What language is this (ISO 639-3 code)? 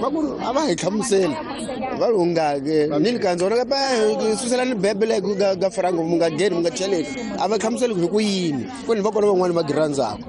tso